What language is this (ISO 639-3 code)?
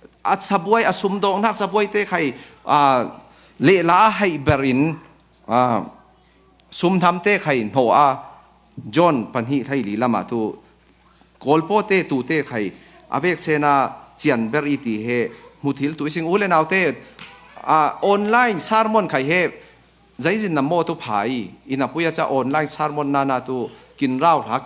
cfm